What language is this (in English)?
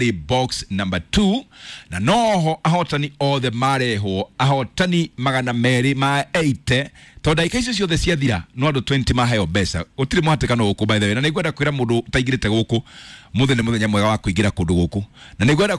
Kikuyu